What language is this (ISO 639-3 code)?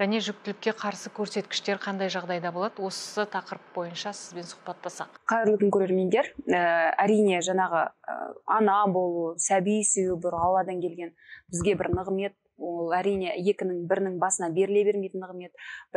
kaz